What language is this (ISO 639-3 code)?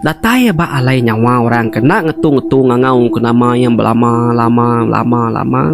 iba